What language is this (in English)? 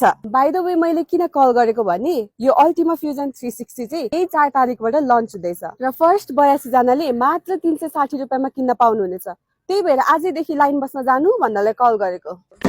Nepali